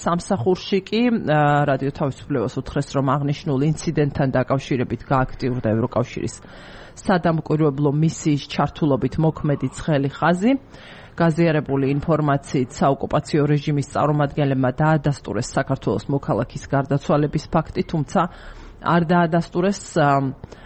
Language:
Georgian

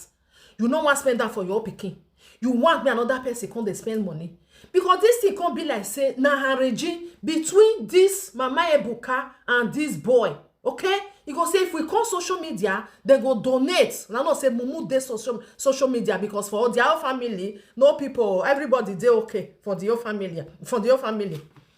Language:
Nigerian Pidgin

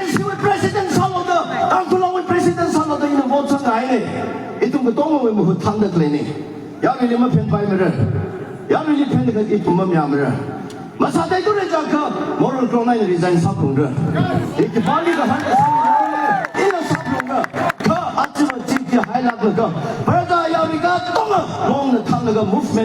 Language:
Tangkhul Naga (India)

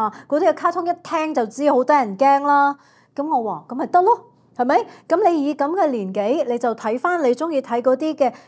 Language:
Cantonese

